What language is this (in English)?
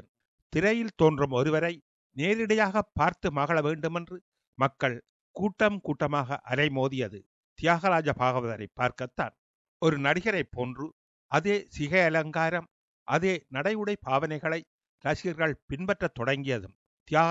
Tamil